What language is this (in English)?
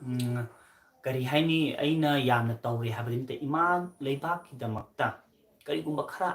Manipuri